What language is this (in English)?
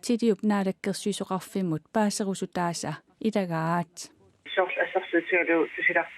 Kalaallisut